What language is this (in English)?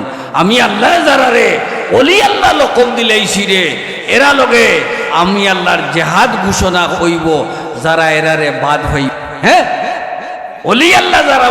Sylheti